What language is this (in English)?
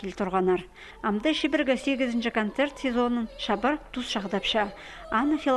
Khakas